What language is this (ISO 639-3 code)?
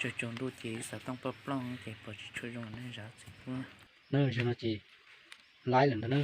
hmn